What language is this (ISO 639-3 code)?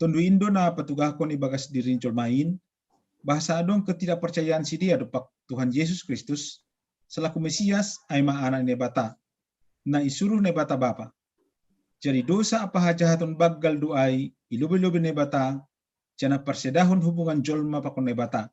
bts